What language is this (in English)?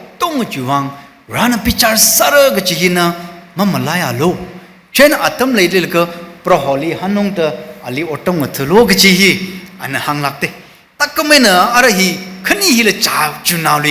Tangkhul Naga (India)